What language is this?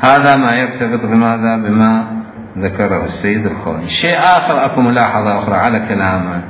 Mesopotamian Arabic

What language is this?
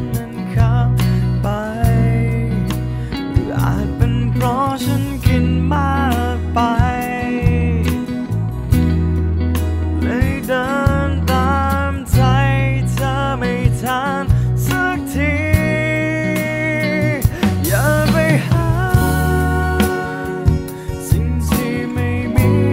Thai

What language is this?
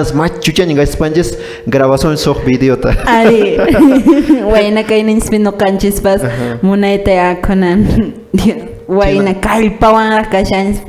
Quechua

